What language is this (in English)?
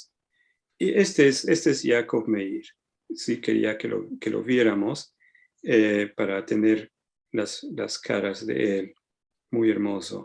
Ladino